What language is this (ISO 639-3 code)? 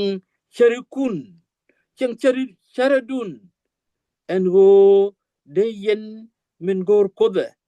nus